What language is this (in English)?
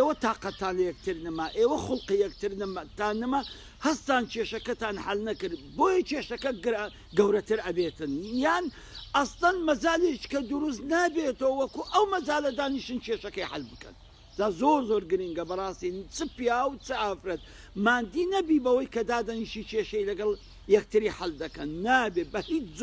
Central Kurdish